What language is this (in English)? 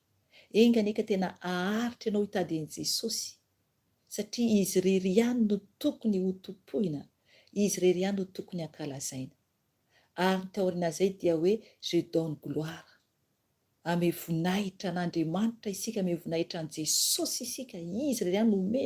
Malagasy